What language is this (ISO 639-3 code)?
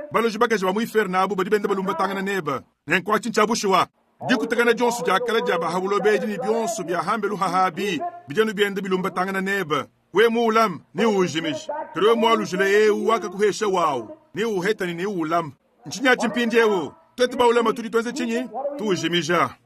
lua